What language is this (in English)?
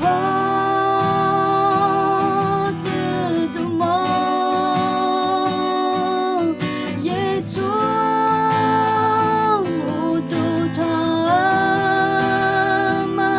Akha